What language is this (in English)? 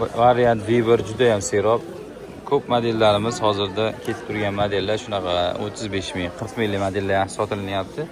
Uzbek